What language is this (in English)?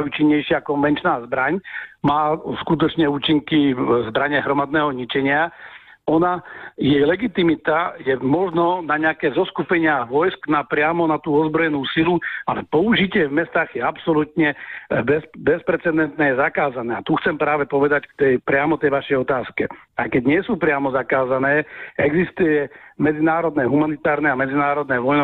Slovak